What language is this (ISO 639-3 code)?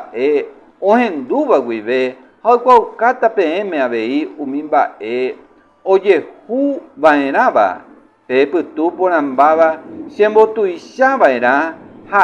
grn